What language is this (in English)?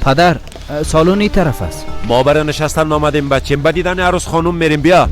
Persian